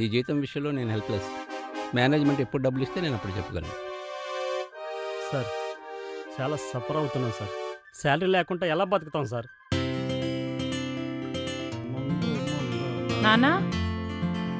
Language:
Telugu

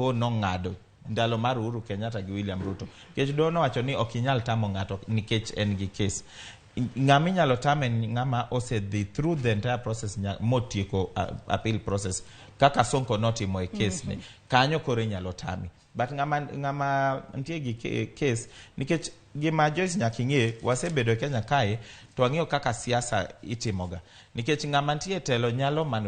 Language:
Luo (Kenya and Tanzania)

